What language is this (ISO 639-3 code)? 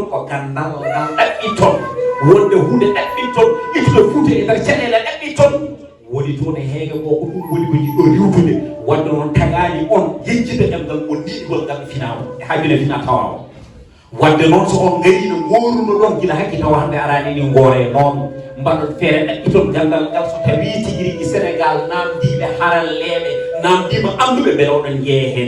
ful